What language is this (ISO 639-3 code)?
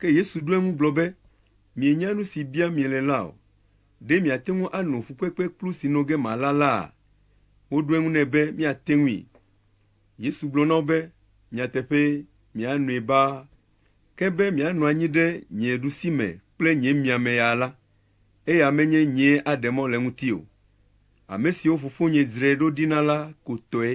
ewe